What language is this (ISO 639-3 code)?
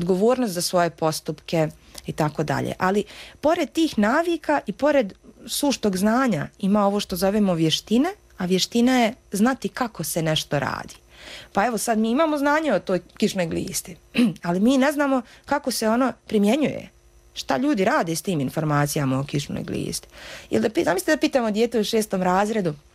hrv